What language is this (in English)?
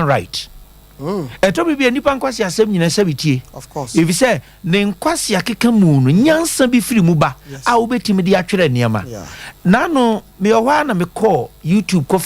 Akan